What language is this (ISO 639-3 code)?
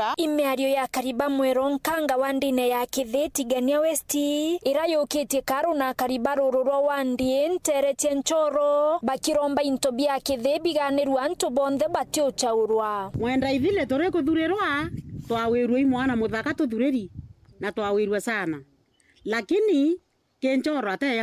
mer